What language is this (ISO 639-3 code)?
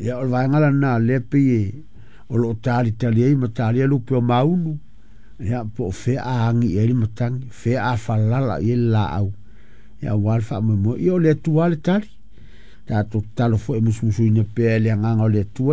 smo